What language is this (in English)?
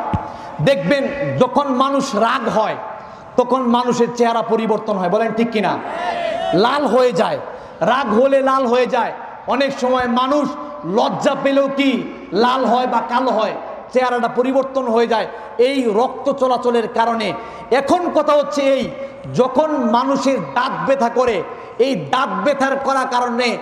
Bangla